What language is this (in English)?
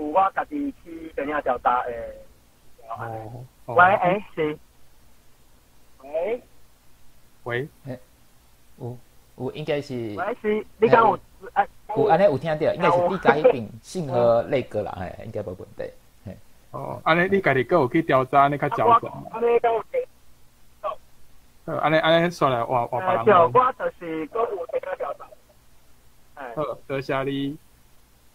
Min Nan Chinese